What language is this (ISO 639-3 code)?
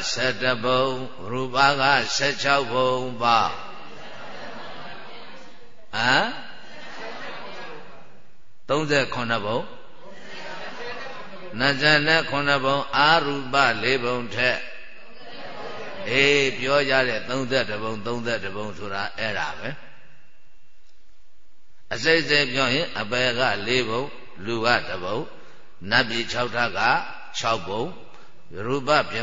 mya